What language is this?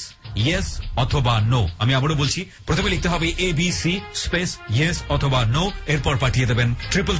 Bangla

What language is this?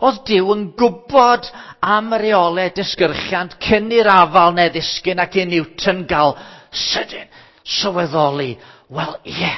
Welsh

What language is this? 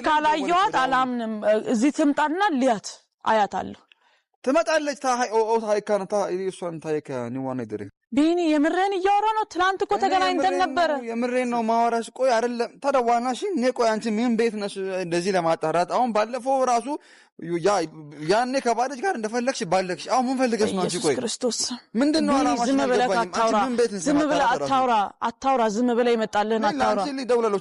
Amharic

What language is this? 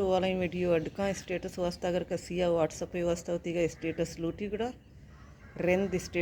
Baluchi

